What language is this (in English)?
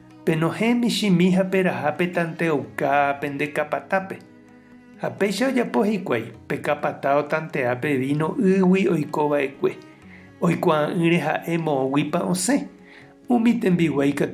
Guarani